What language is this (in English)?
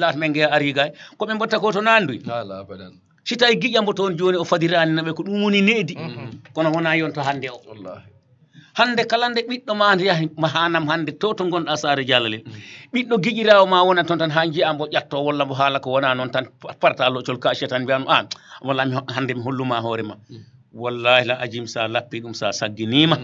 Fula